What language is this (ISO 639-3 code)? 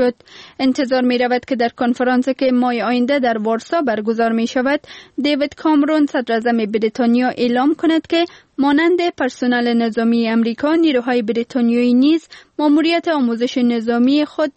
fas